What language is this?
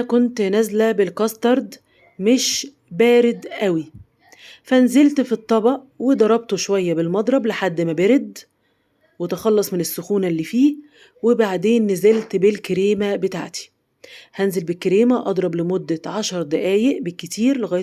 Egyptian Arabic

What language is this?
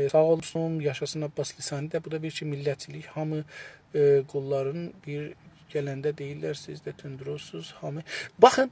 South Azerbaijani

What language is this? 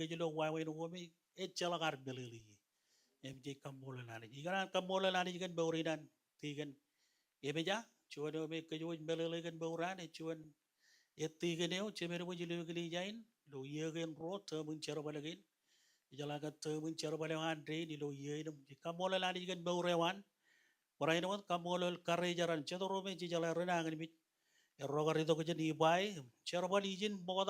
Marshallese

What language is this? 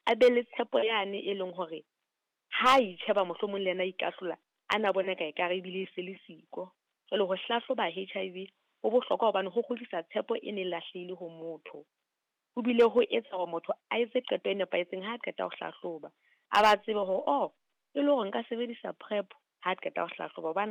Southern Sotho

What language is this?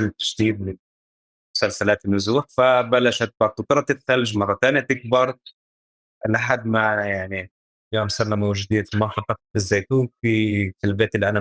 North Levantine Arabic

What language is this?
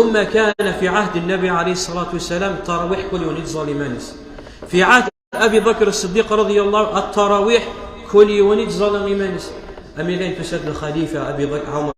Kabyle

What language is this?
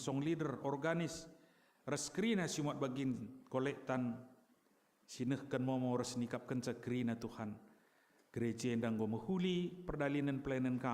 Batak Karo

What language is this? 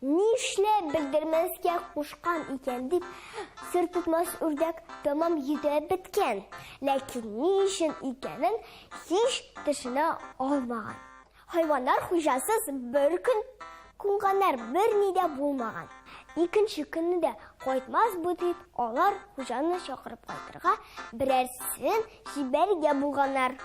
Tatar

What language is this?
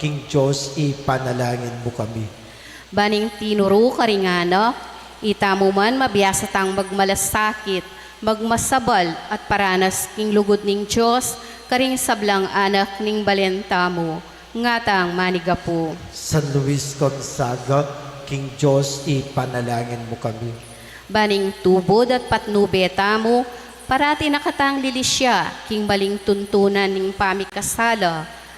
Pampanga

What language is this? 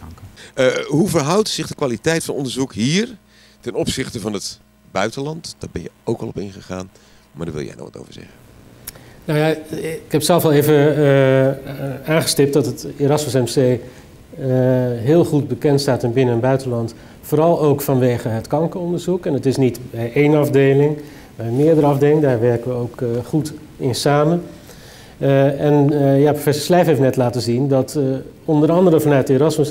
Dutch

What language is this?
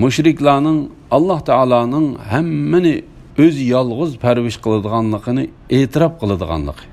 Uyghur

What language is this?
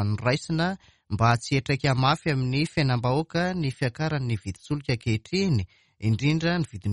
Malagasy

